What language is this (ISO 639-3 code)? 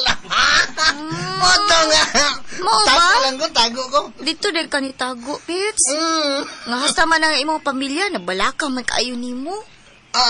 ceb